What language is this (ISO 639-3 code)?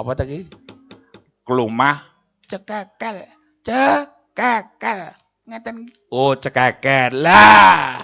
jav